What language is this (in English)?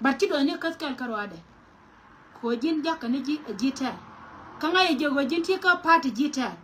Nuer